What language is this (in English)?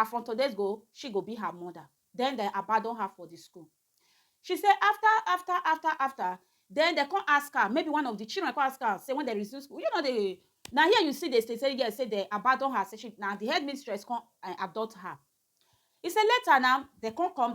Nigerian Pidgin